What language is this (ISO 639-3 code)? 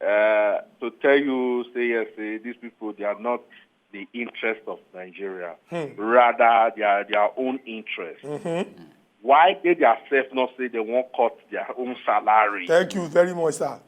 pcm